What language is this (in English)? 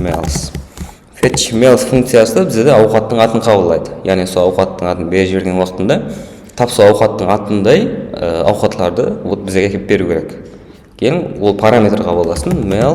Kara-Kalpak